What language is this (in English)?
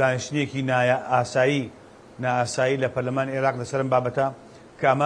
Central Kurdish